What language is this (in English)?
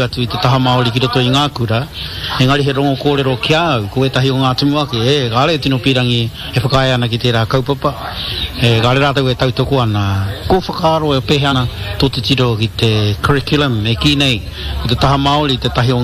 Māori